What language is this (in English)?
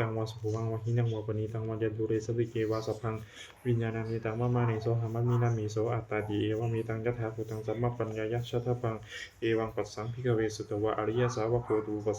Pali